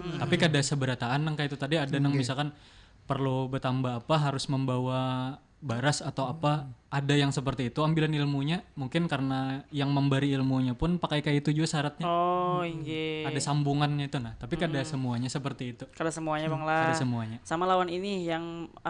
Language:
Banjar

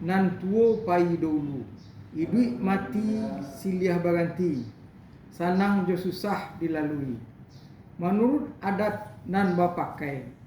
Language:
Minangkabau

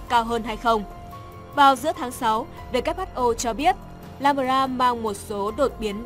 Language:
Vietnamese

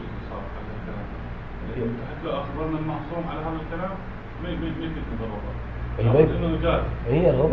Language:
Mesopotamian Arabic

